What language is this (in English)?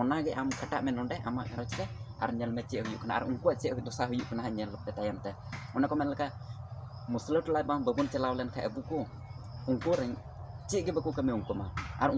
Santali